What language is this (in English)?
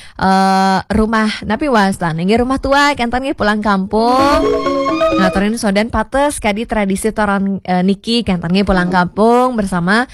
Balinese